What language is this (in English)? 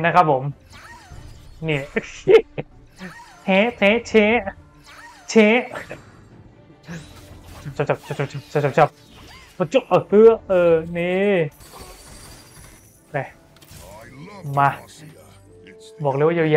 Thai